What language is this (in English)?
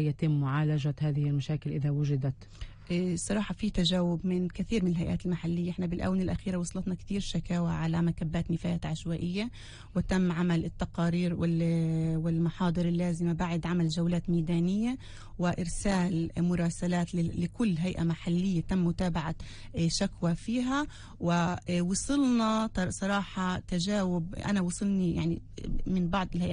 North Levantine Arabic